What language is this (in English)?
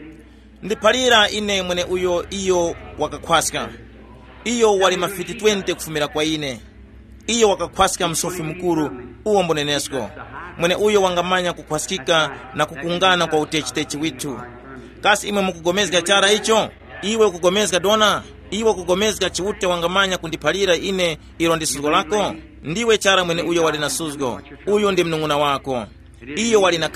Tumbuka